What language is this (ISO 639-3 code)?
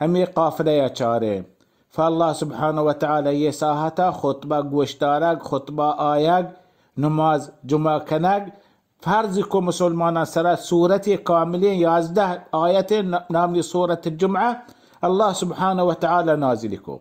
bal